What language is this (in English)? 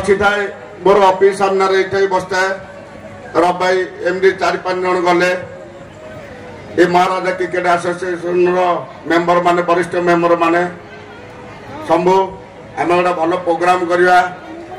Odia